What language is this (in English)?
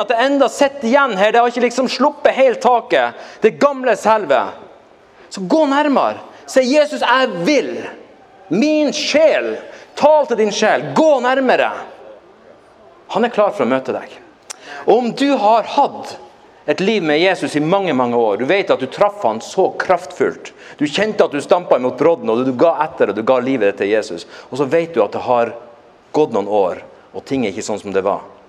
Norwegian